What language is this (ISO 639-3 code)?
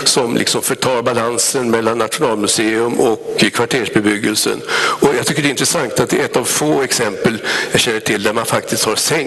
swe